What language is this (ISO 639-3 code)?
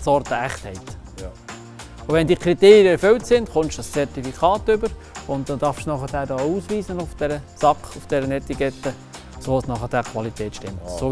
gsw